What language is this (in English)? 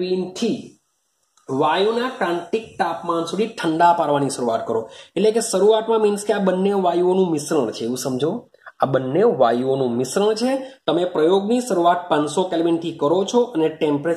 Gujarati